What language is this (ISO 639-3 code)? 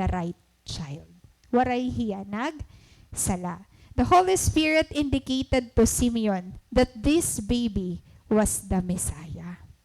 war